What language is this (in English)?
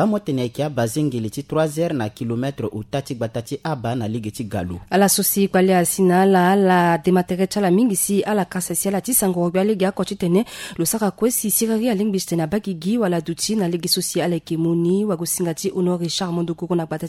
Sango